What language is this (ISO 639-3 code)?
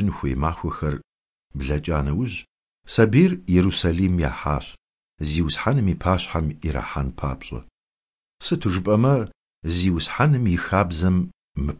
kbd